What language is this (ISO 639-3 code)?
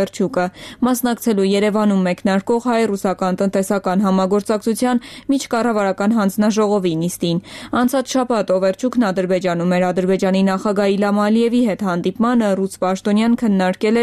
hye